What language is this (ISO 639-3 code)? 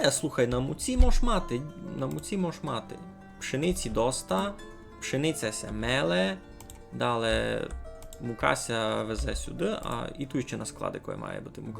rue